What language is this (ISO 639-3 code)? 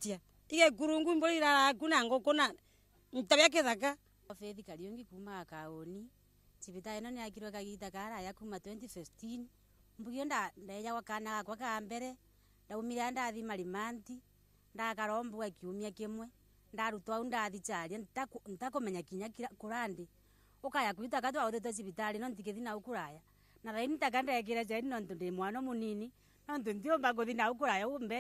mer